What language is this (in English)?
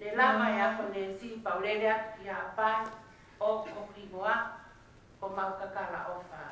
Tongan